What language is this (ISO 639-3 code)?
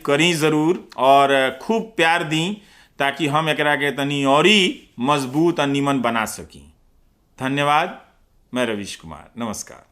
bho